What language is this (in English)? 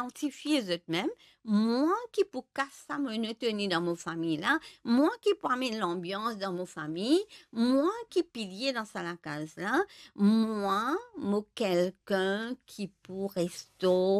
Morisyen